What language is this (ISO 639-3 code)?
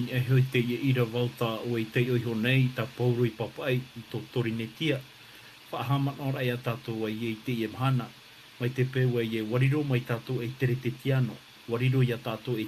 tah